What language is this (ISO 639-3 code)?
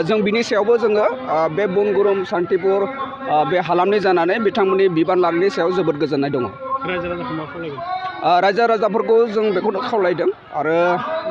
brx